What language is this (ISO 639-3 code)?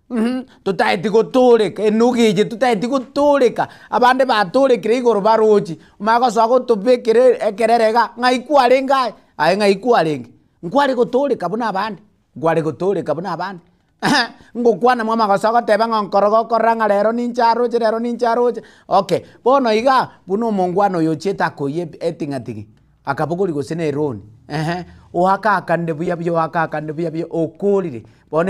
guz